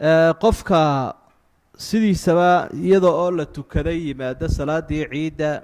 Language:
Somali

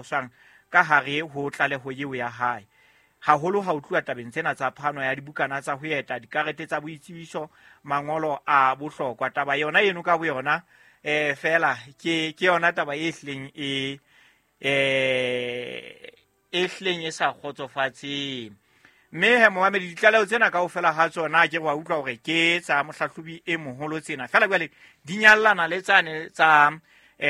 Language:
Southern Sotho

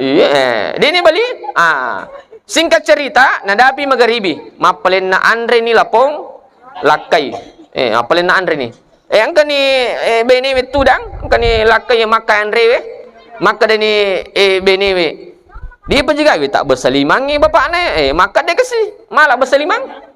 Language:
Buginese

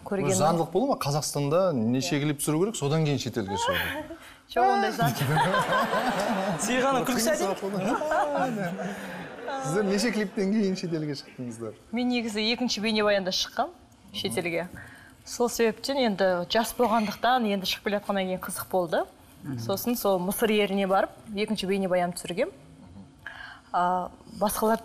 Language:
Kazakh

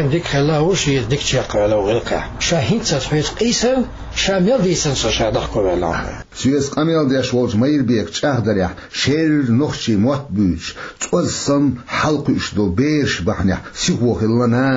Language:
Chechen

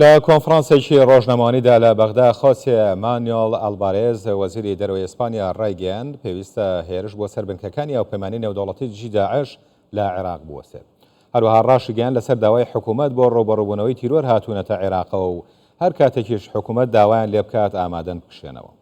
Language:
Central Kurdish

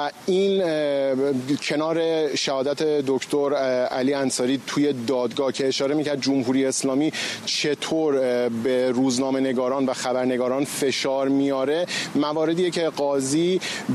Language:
Persian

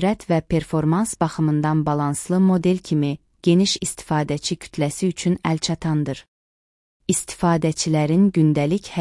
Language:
Azerbaijani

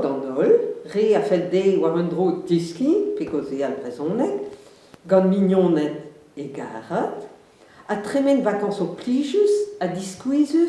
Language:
Breton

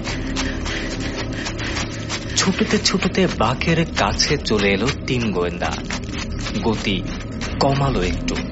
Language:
Bangla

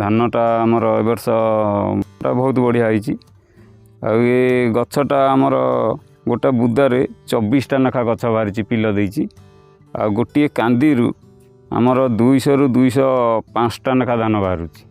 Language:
Odia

